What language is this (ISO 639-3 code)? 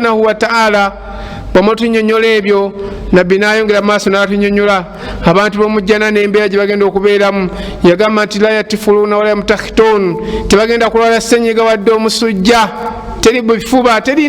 lug